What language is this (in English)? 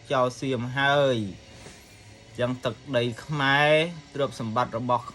Khmer